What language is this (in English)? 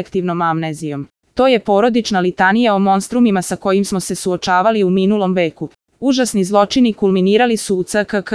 Serbian